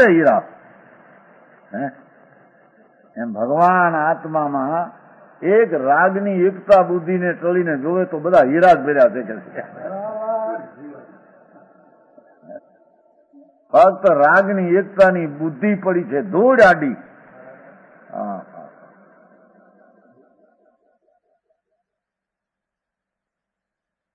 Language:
Gujarati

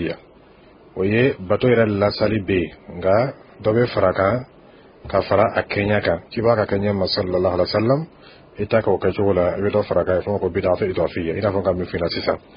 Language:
Dyula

